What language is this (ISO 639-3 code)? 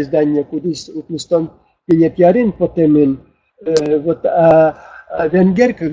udm